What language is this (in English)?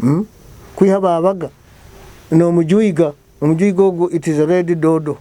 Nyoro